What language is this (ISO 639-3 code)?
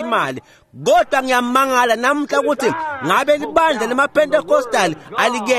ssw